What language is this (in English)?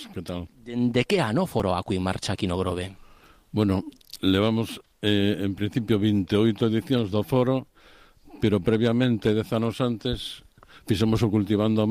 Galician